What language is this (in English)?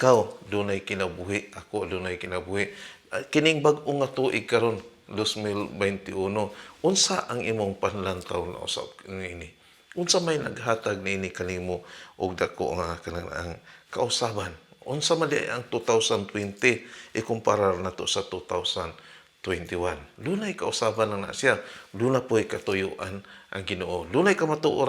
Cebuano